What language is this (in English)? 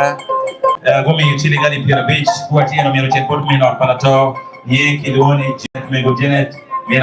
Acoli